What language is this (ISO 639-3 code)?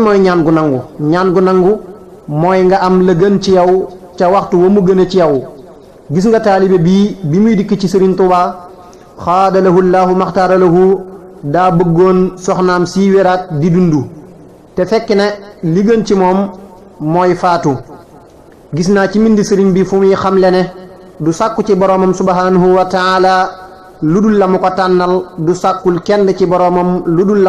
wol